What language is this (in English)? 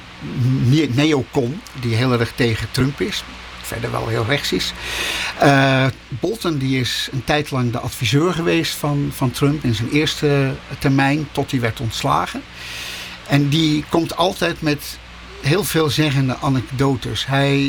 Dutch